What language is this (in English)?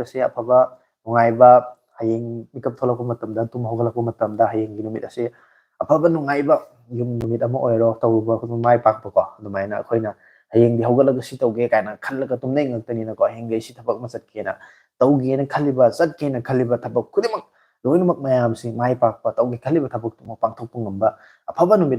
Manipuri